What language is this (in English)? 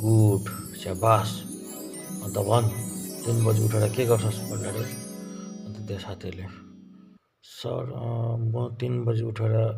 Nepali